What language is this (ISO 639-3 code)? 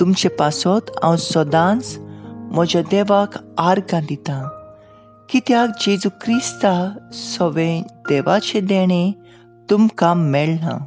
kok